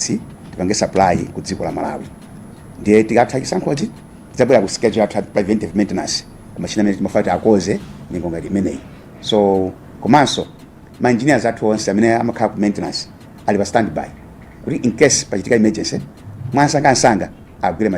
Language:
Nyanja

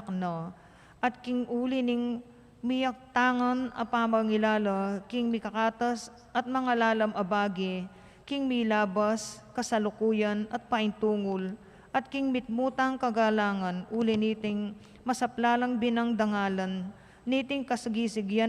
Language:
Pampanga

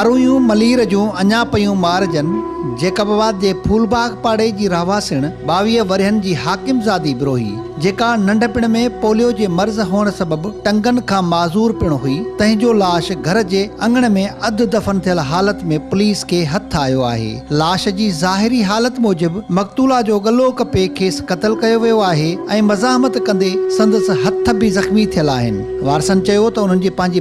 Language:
Sindhi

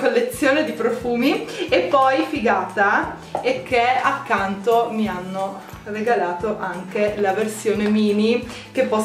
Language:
Italian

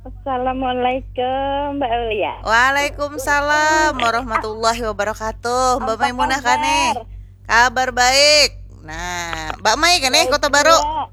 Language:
Banjar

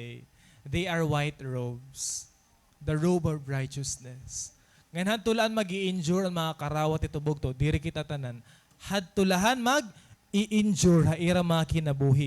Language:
Waray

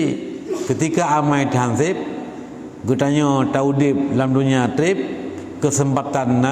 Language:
Achinese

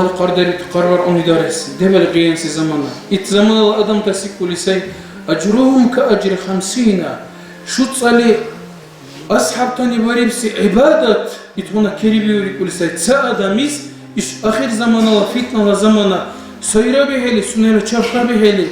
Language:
Dargwa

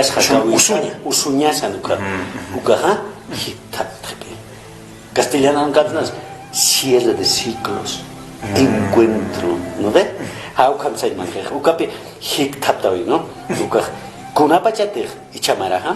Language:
Aymara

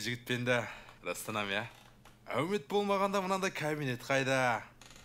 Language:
Kara-Kalpak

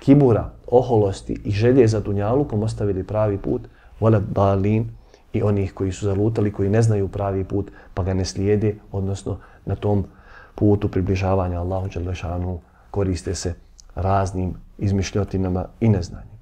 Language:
Bosnian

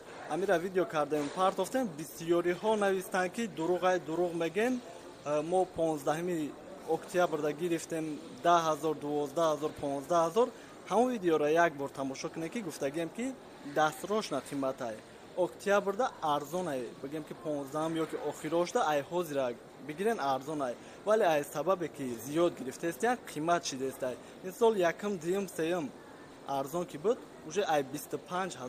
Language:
Tajik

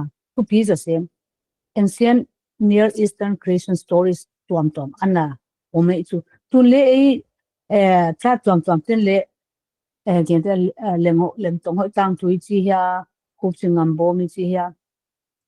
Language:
Paite Chin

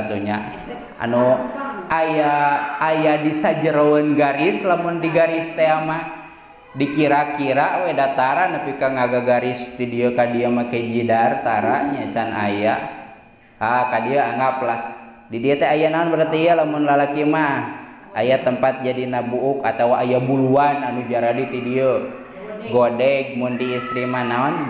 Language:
Sundanese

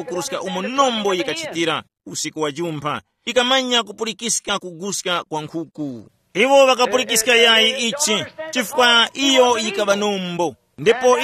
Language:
Tumbuka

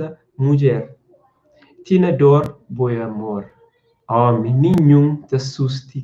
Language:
Kabuverdianu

